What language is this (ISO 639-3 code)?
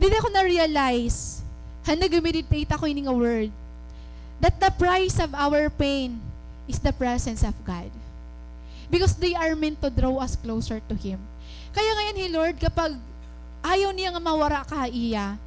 war